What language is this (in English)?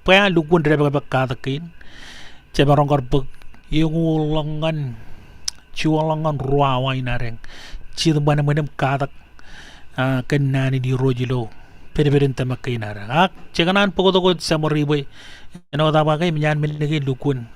Marshallese